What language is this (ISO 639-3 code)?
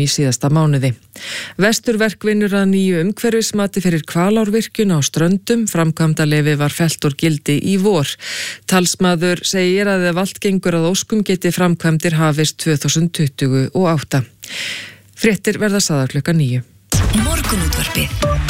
isl